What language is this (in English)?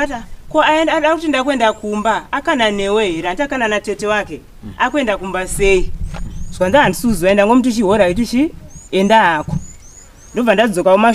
Shona